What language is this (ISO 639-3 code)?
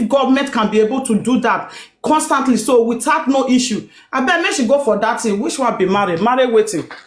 pcm